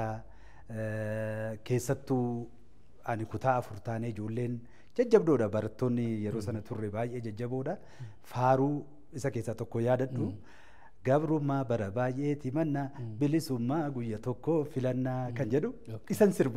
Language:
Oromo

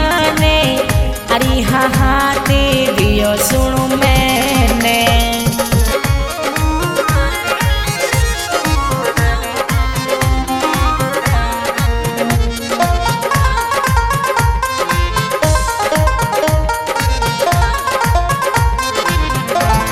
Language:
Haryanvi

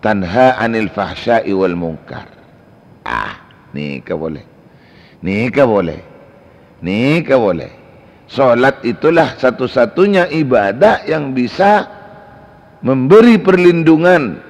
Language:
Madurese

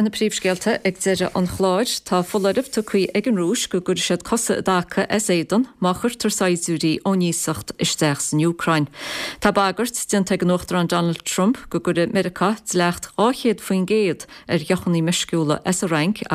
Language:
Irish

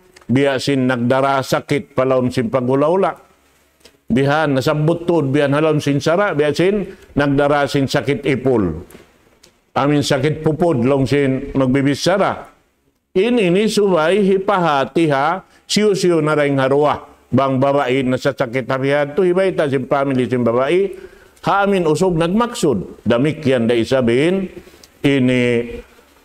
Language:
Tausug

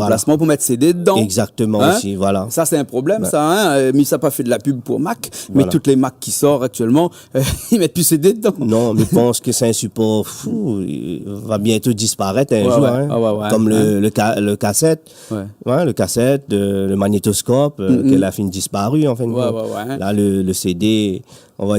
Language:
Réunion Creole French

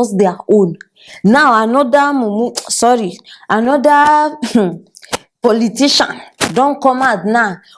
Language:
Nigerian Pidgin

